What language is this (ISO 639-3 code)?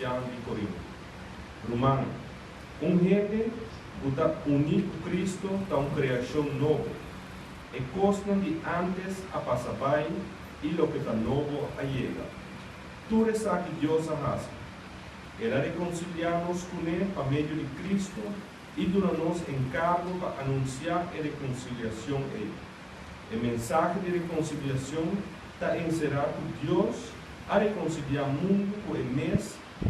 pap